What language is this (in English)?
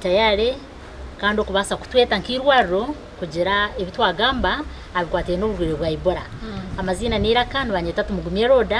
Nyankole